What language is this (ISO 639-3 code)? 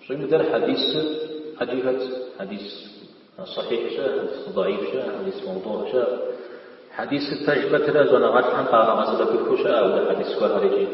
kbd